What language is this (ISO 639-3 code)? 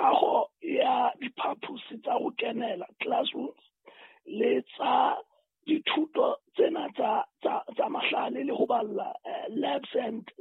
sot